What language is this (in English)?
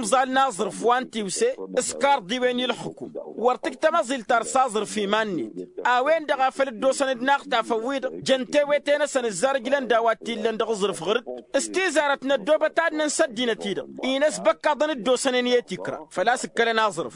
Tamasheq